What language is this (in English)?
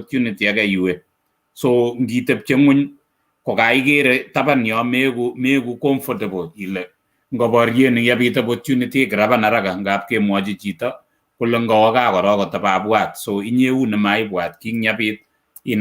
Kalenjin